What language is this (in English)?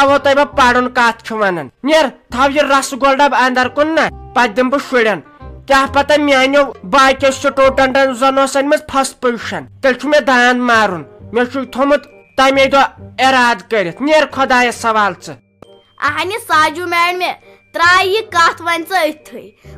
Kashmiri